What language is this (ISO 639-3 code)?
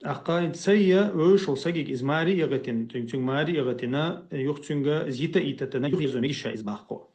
che